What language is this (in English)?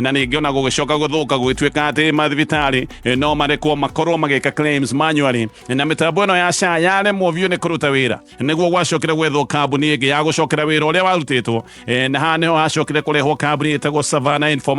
Kikuyu